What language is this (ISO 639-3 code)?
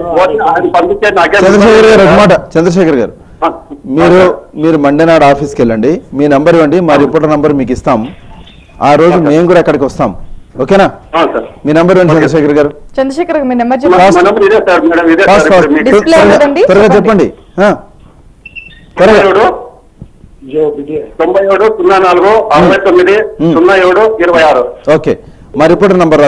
tel